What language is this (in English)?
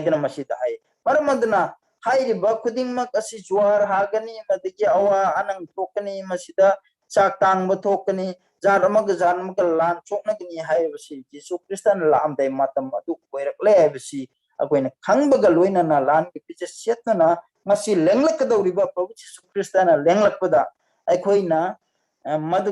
Manipuri